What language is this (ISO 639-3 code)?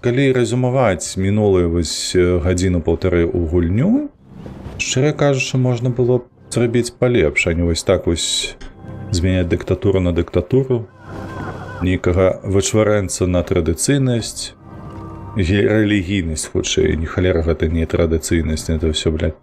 bel